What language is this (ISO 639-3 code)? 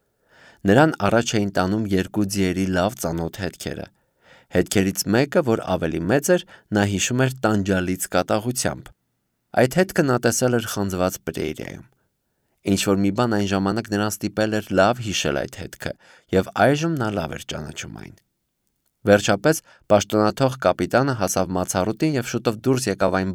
hye